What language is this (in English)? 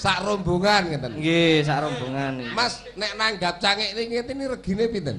Javanese